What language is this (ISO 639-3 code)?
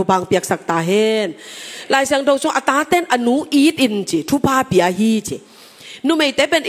ctd